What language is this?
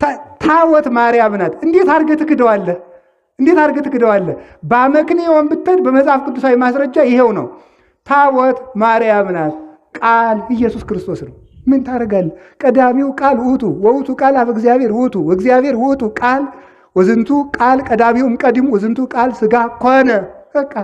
Amharic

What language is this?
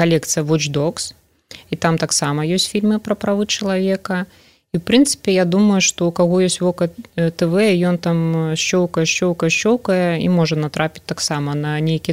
Belarusian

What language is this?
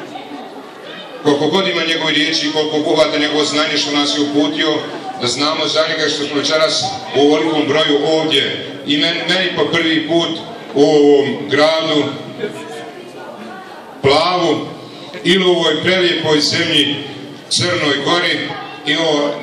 Bosnian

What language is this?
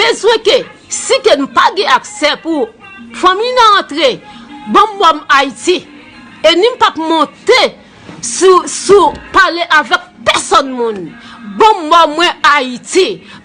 Haitian Creole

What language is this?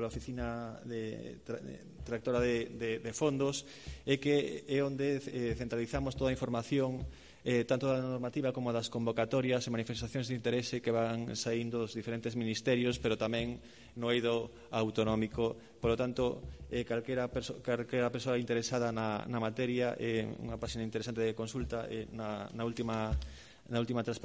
Galician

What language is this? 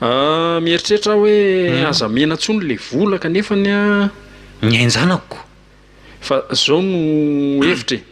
Malagasy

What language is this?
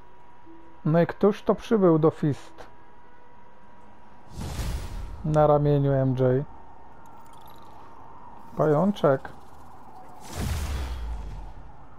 Polish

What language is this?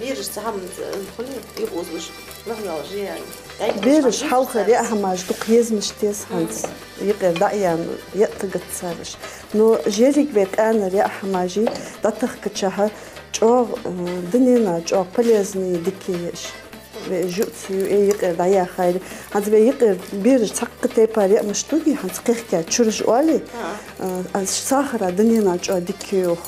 Ingush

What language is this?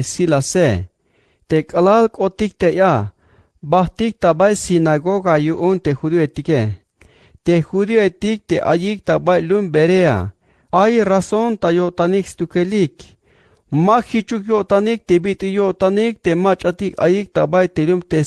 Tzeltal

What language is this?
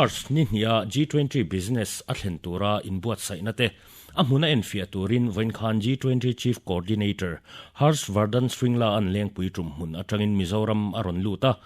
Mizo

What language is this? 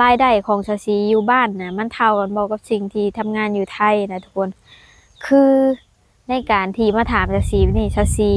Lao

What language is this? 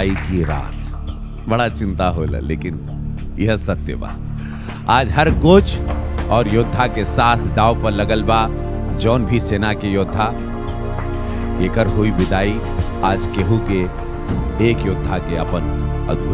Bhojpuri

